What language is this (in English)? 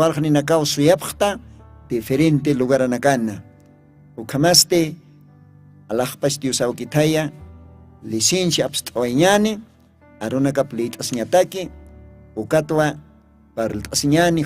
Aymara